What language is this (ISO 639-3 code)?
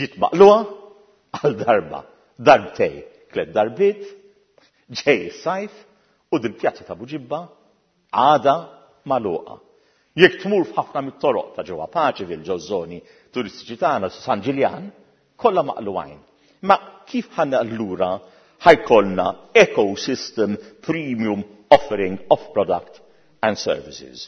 mlt